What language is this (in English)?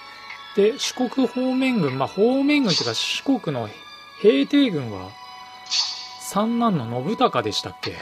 Japanese